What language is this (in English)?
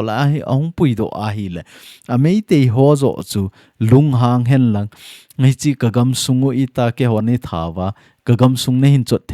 Thado Chin